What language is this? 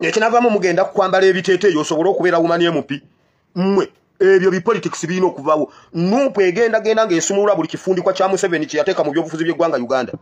Ganda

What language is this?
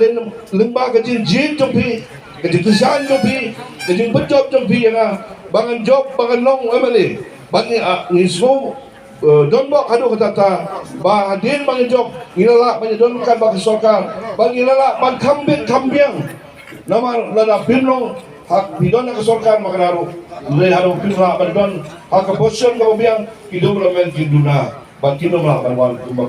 Khasi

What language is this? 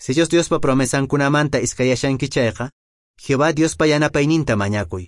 Quechua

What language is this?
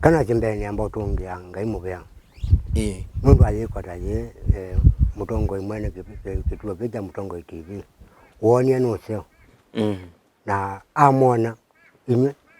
Kamba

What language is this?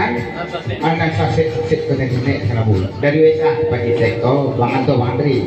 Minangkabau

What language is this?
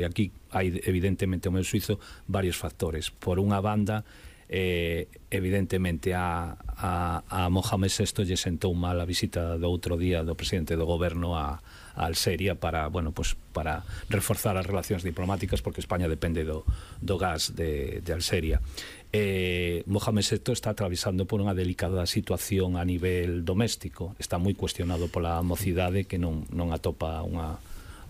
Galician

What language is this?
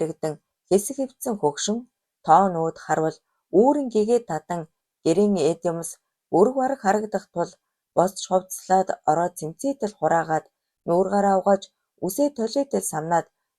Mongolian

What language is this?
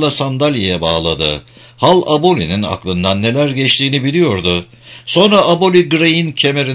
Turkish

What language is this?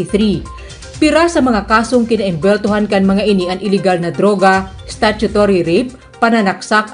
Bikol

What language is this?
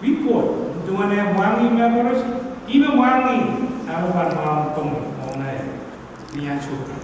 Pohnpeian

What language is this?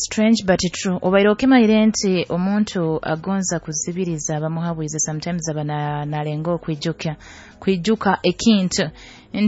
Nyoro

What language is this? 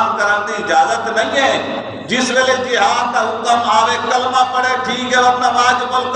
Saraiki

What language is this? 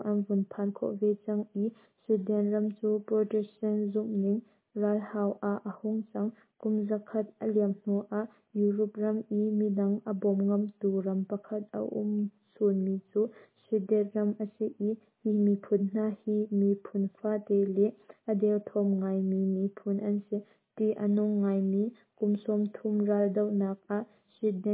Hakha Chin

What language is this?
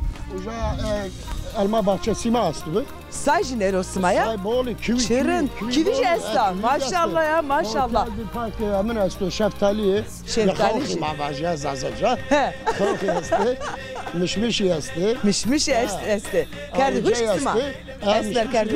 Zaza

